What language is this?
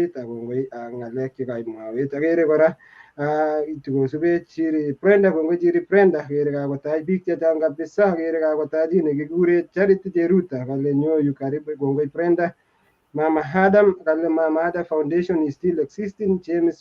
Kalenjin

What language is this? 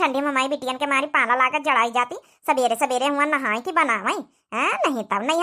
Awadhi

